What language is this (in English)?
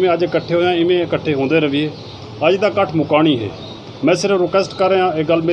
Saraiki